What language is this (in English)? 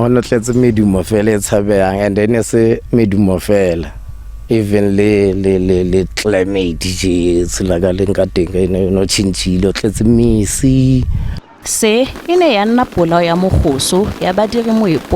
Tswana